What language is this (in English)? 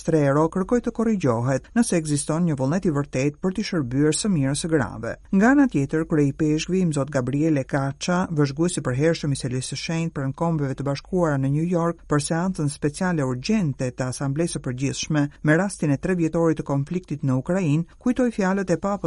Albanian